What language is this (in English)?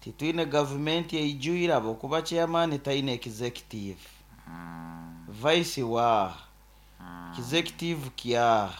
Nyoro